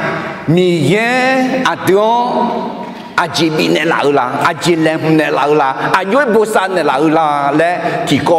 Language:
Akha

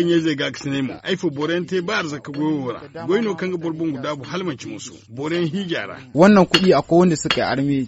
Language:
Zarma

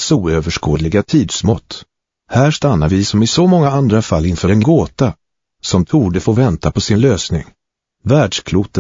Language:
Swedish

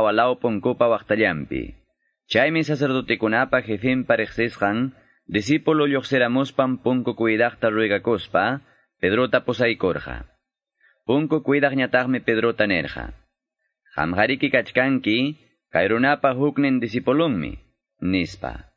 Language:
Quechua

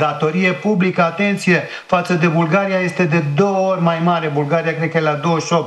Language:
Romanian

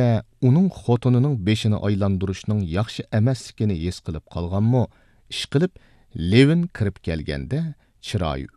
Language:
Uyghur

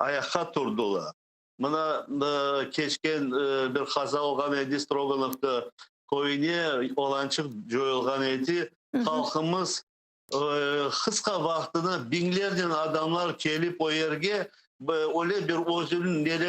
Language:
Crimean Tatar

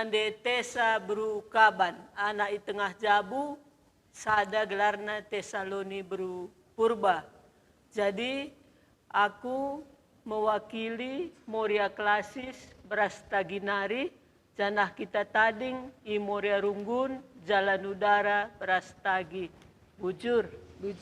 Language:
Batak Karo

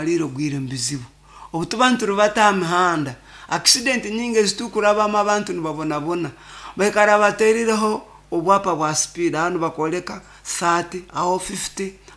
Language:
Nyoro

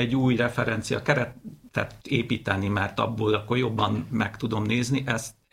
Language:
Hungarian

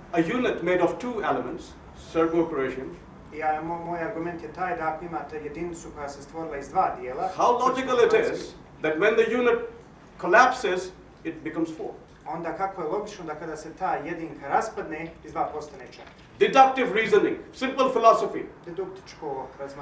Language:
Bosnian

